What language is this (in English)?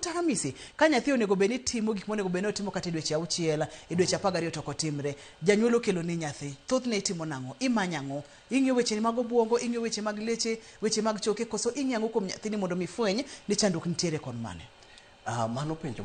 Luo (Kenya and Tanzania)